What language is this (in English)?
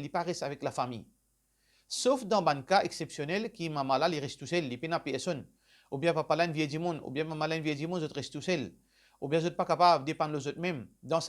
Morisyen